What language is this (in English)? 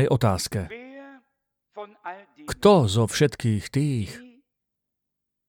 Slovak